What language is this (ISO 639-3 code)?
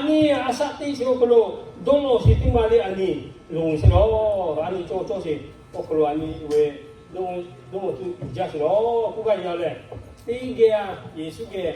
lhu